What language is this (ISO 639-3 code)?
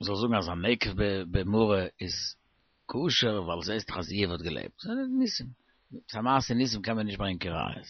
yid